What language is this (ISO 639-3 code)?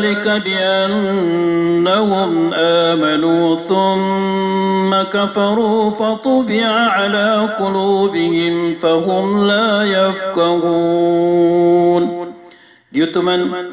mrw